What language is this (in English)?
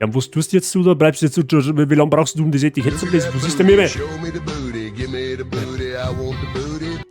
Bavarian